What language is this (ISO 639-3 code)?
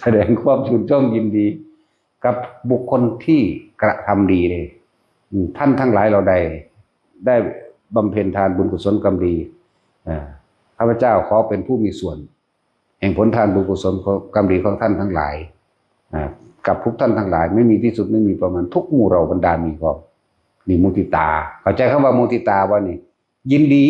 tts